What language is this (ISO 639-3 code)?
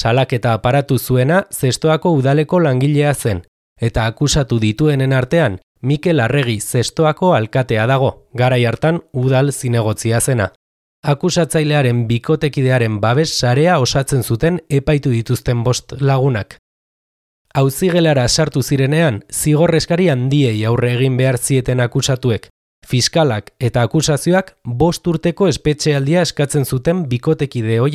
eus